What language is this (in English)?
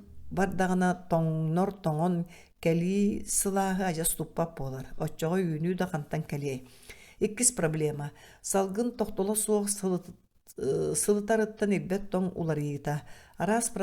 Yakut